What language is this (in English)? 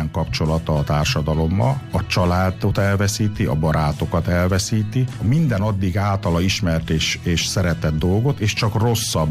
Hungarian